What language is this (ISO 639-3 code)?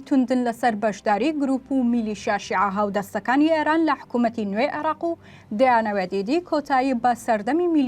ckb